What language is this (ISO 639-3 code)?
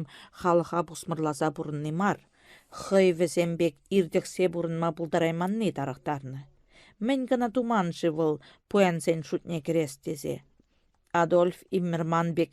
chv